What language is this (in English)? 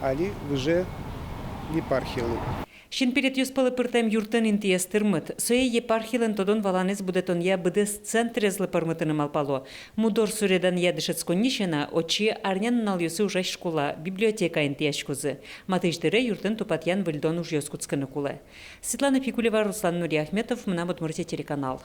Udmurt